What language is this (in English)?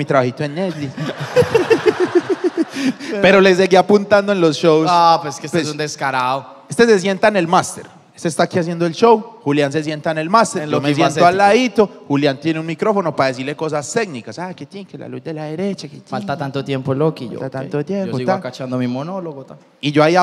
Spanish